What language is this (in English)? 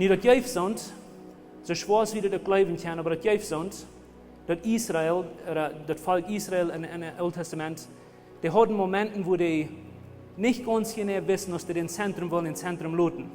Plautdietsch